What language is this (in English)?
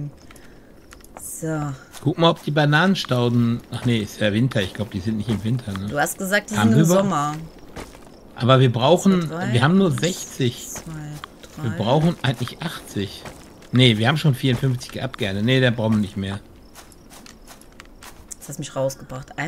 German